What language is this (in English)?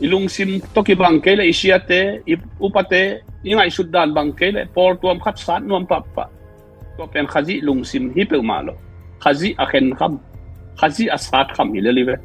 Tedim Chin